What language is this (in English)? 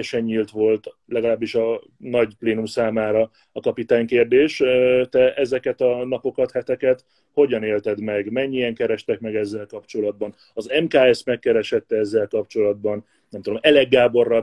Hungarian